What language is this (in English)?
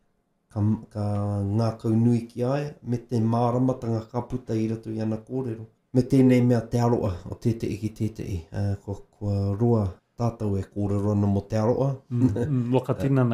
Māori